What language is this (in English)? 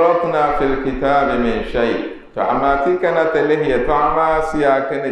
Dagbani